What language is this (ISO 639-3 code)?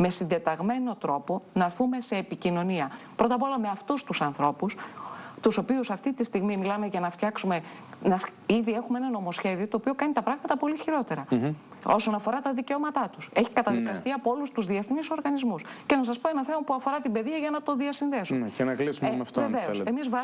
ell